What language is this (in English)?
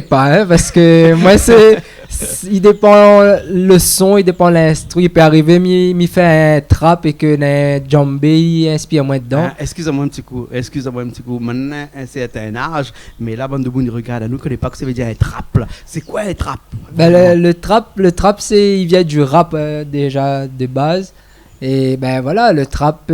Réunion Creole French